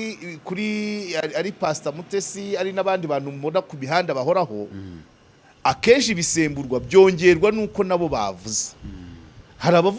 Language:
Kinyarwanda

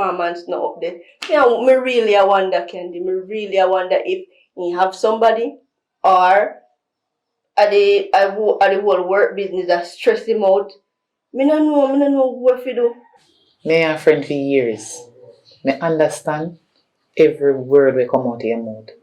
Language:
Jamaican Creole English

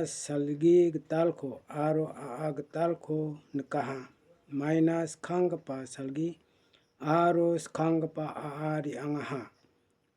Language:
Garo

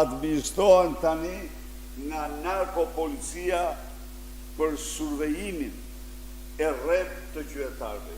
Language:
Albanian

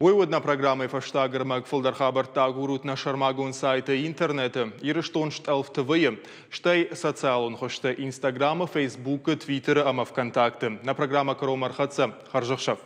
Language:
Ossetic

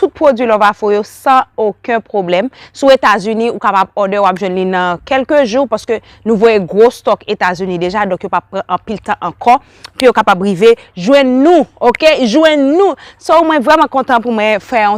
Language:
Haitian Creole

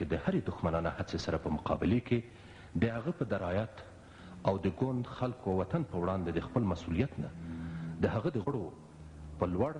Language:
Pashto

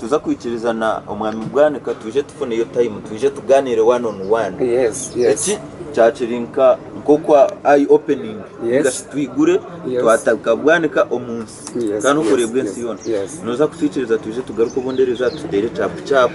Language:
Nyankole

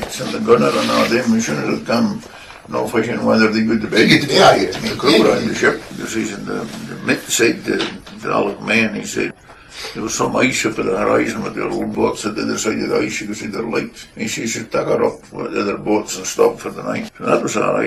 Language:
Scots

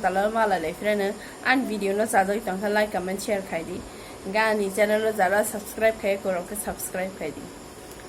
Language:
Kok Borok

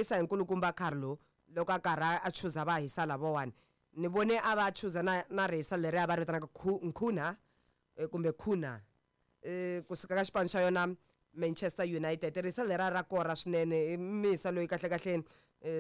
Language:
Tsonga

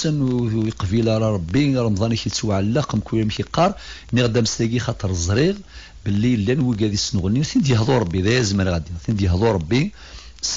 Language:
Kabyle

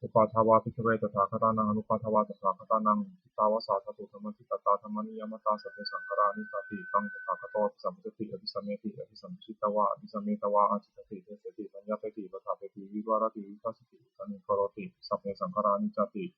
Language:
Pali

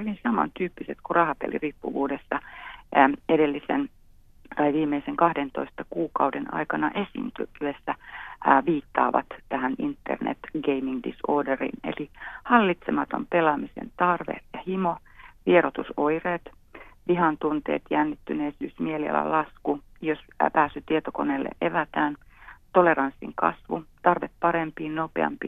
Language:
Finnish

